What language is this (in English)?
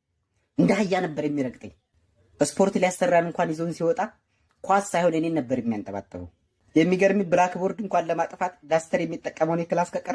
Amharic